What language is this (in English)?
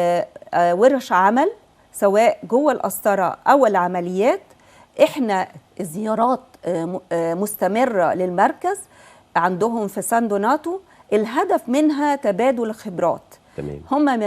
Egyptian Arabic